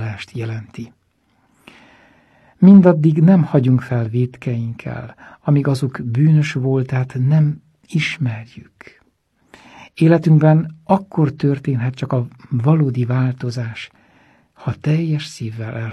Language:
Hungarian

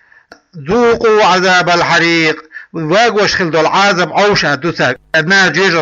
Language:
Chechen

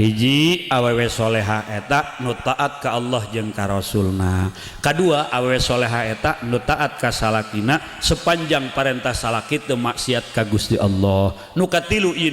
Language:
Sundanese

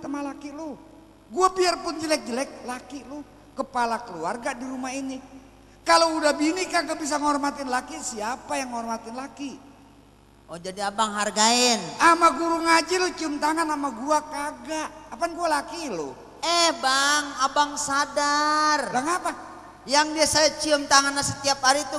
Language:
Betawi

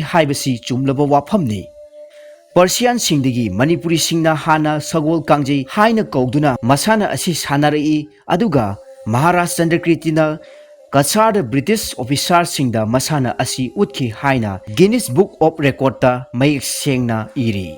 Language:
Manipuri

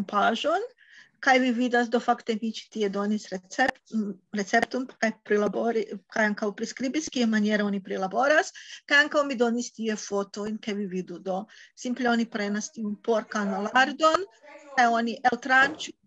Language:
Esperanto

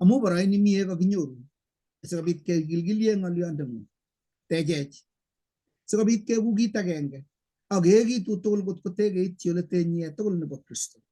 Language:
Kalenjin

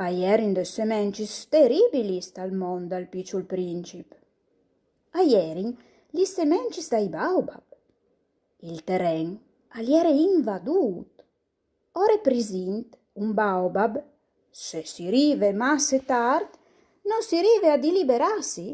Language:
Friulian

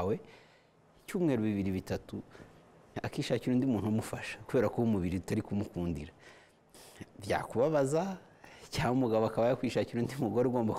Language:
Kinyarwanda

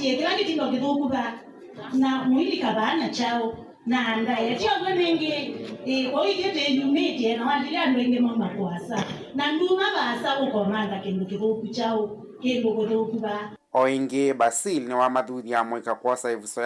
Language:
Kamba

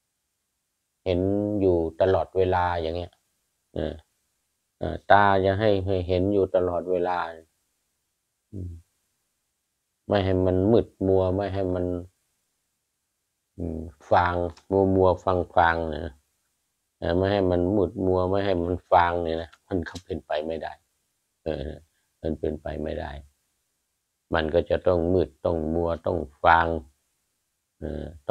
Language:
Thai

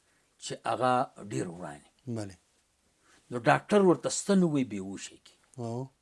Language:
Pashto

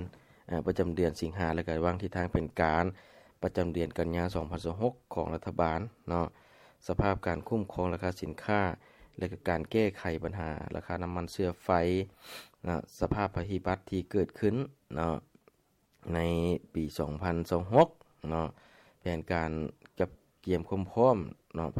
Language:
Lao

